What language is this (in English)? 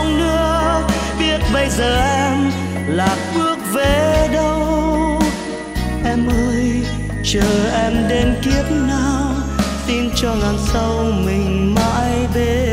Vietnamese